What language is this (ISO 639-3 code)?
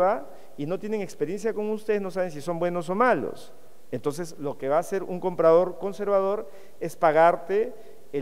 spa